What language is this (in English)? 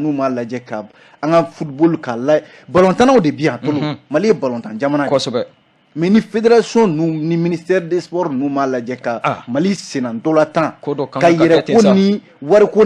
Bambara